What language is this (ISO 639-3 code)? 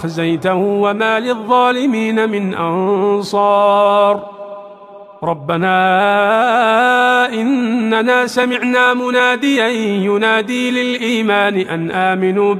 ara